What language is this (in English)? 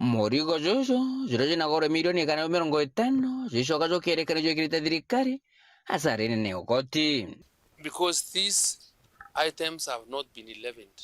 Meru